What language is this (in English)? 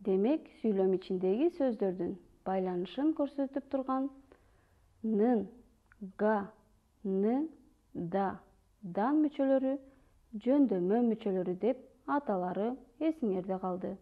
Kyrgyz